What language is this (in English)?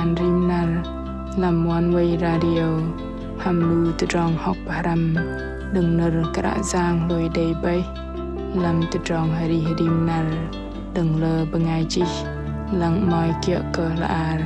Bahnar